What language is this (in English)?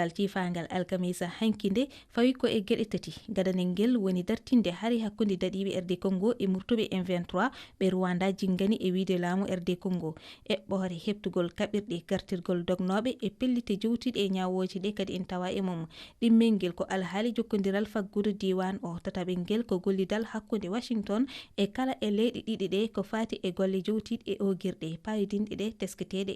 Fula